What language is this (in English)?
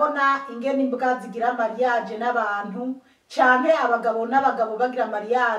Rundi